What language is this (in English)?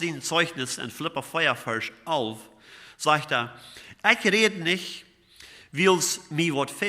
Plautdietsch